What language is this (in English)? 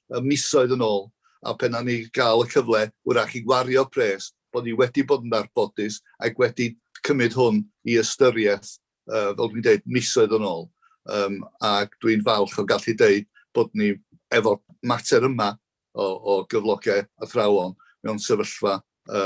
Welsh